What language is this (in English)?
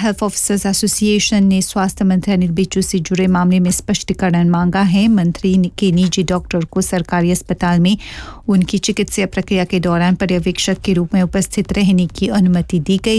Hindi